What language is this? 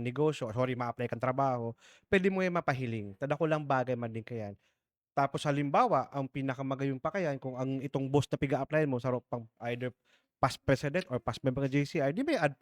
Bikol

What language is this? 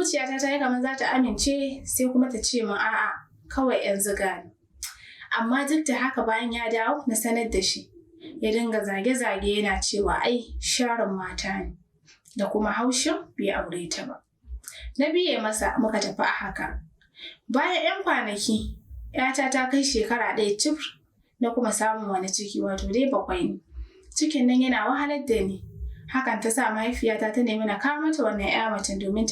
Hausa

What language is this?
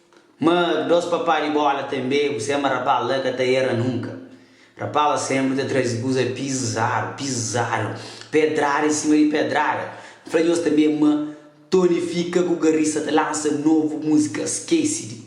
Kabuverdianu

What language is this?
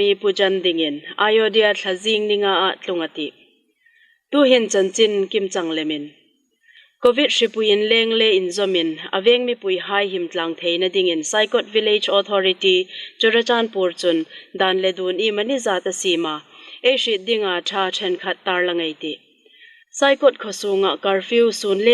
Hmar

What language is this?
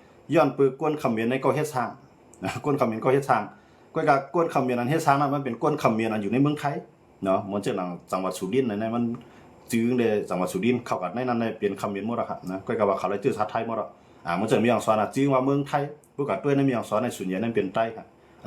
Shan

